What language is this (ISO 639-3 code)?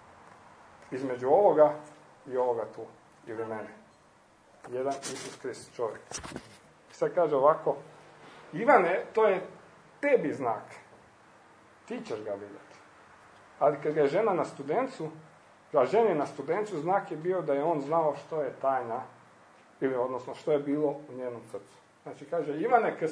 hrv